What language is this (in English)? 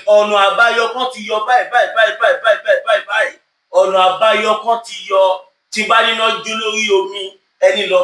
Yoruba